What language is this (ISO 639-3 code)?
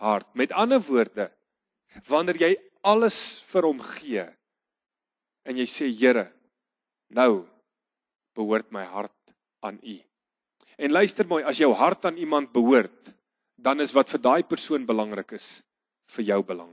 afr